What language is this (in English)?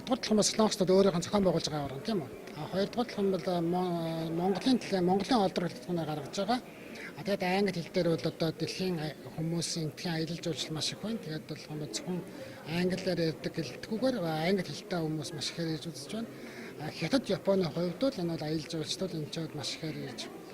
Mongolian